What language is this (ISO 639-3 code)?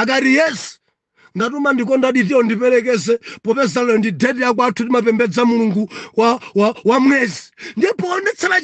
nya